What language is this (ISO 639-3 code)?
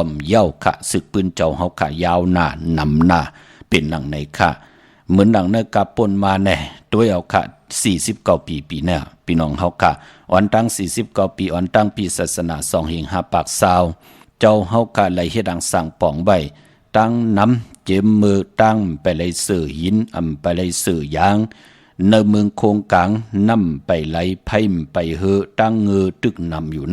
shn